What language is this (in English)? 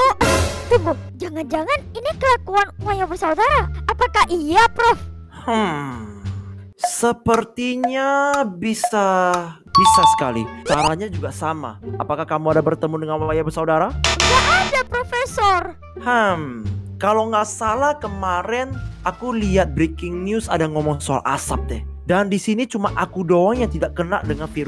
Indonesian